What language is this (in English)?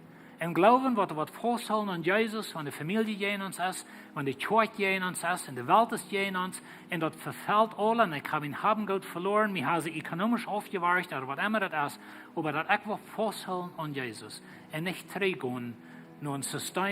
Plautdietsch